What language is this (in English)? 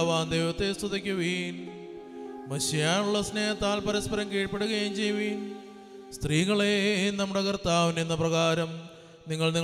Malayalam